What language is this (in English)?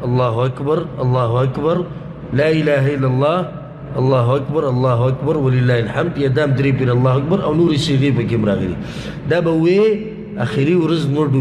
Pashto